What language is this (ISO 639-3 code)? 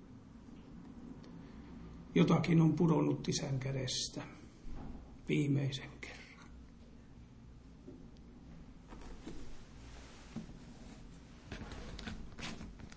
fin